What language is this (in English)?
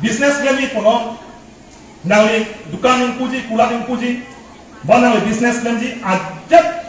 Karbi